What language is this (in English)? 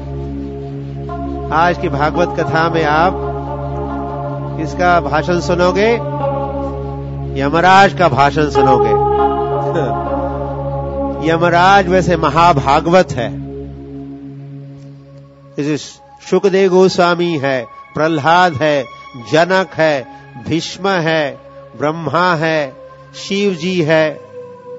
Hindi